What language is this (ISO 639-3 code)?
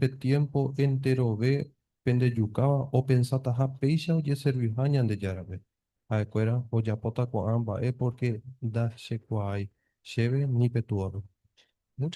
grn